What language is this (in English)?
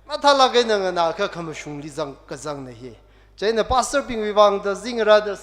Tangkhul Naga (India)